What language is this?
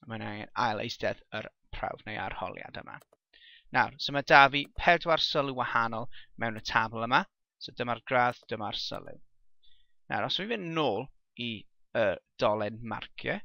Welsh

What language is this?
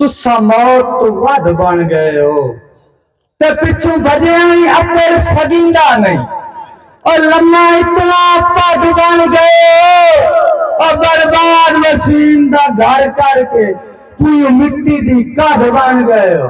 Saraiki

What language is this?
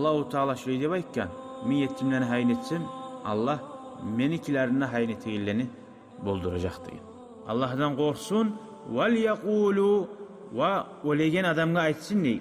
Kumyk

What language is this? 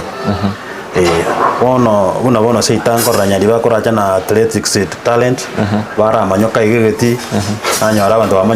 Gusii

